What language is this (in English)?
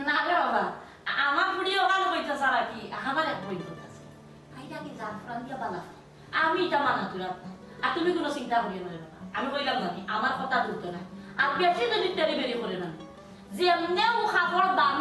Sylheti